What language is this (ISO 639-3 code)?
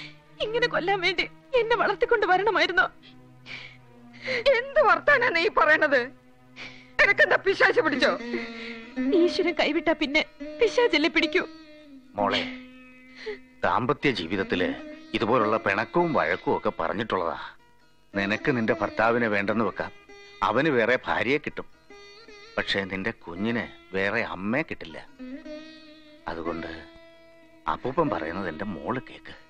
mal